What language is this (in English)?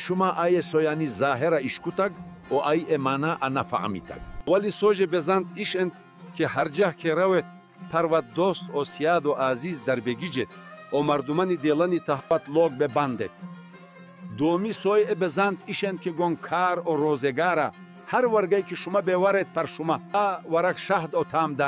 Baluchi